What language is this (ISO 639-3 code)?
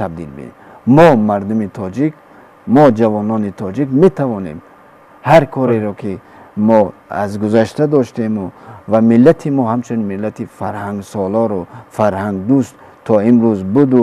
tgk